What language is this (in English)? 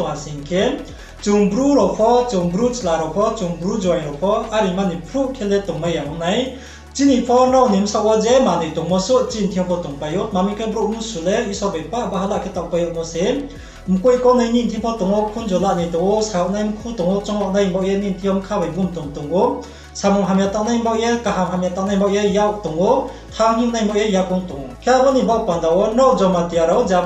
Riang (India)